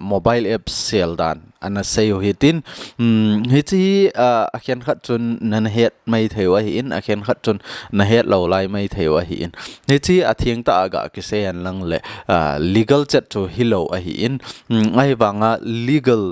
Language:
Thado Chin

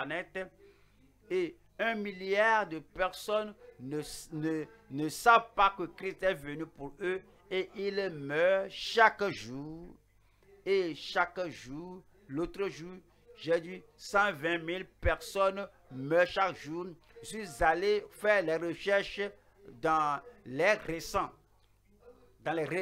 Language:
French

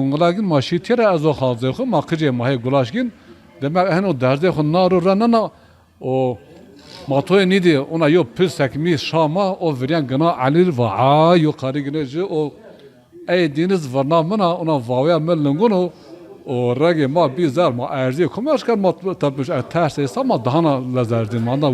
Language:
Zaza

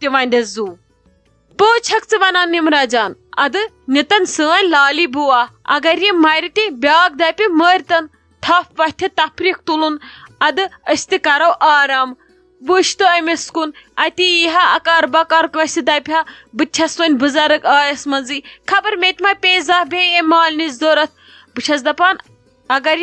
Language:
Kashmiri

